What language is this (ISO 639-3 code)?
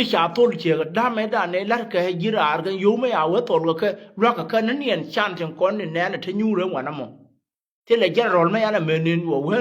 nus